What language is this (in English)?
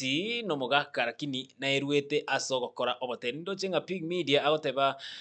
Gusii